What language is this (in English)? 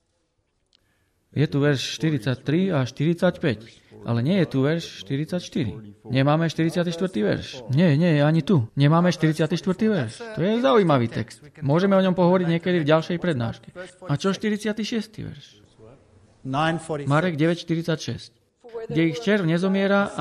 Slovak